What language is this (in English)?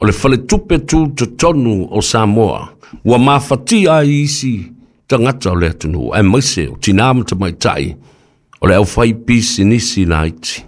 Samoan